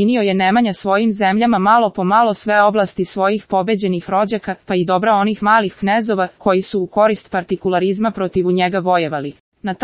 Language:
Serbian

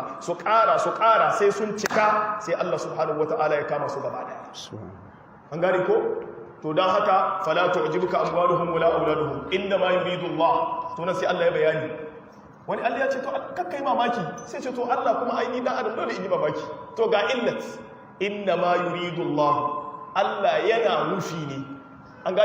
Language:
Hausa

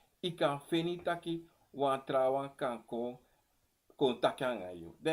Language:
Sranan Tongo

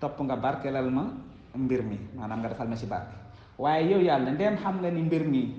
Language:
Wolof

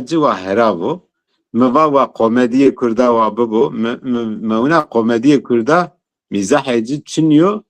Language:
Zaza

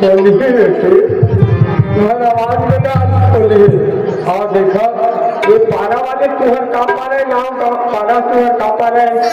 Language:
Chhattisgarhi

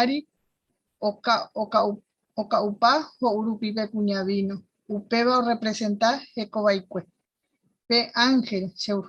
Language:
Guarani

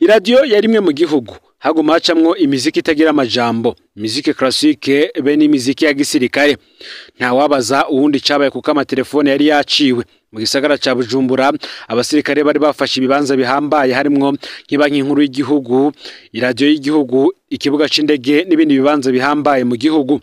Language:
Rundi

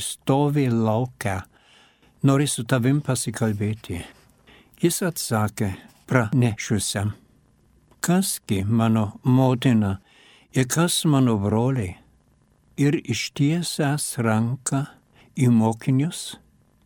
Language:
Lithuanian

